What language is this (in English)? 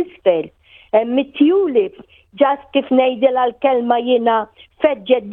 Maltese